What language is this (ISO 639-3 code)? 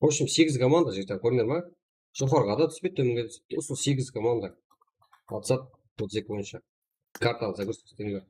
kaa